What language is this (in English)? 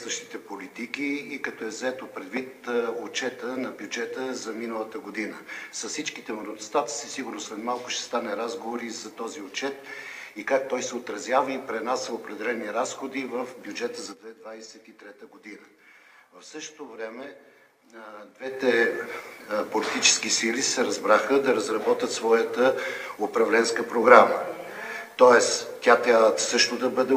Bulgarian